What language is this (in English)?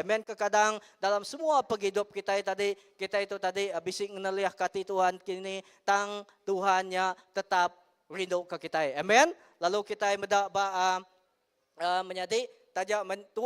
Iban